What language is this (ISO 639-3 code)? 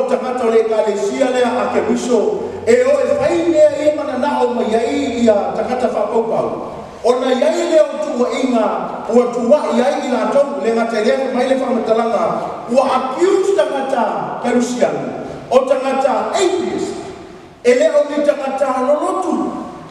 smo